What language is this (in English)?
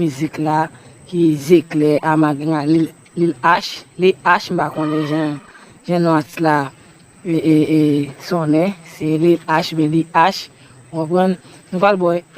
Haitian Creole